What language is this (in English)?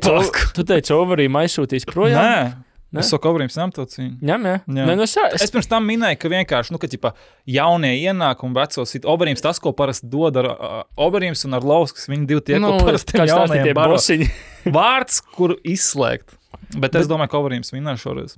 Latvian